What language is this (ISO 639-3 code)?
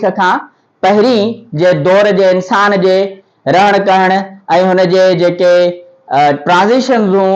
snd